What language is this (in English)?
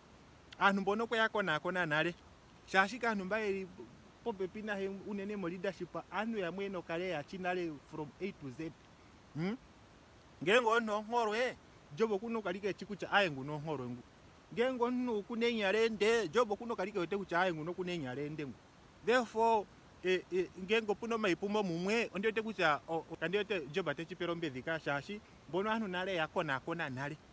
Ndonga